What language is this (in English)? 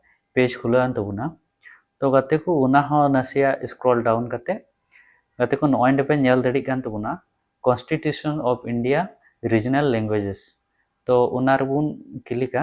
Santali